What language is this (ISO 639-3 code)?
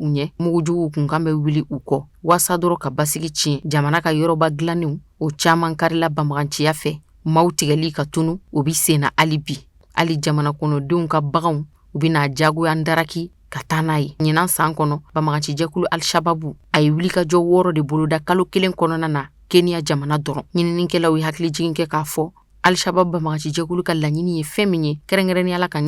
bam